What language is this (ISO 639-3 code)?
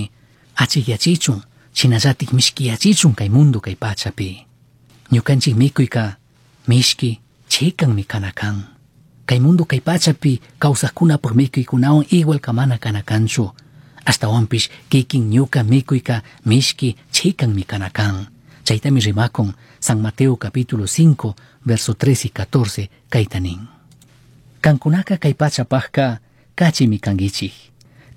qug